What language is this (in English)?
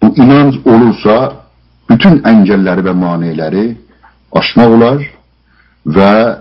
South Azerbaijani